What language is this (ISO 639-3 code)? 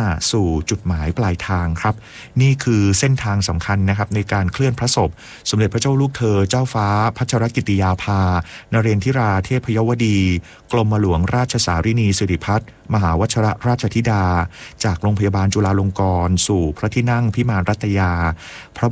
tha